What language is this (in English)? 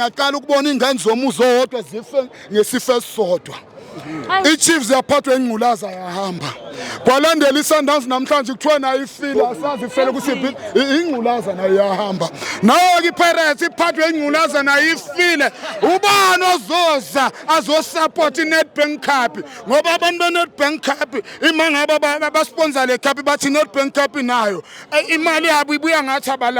Zulu